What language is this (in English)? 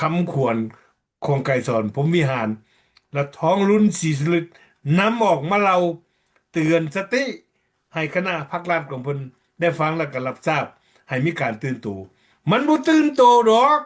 Lao